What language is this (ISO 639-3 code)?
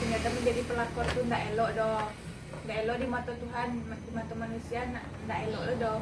min